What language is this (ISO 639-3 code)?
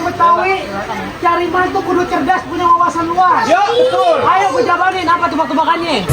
bew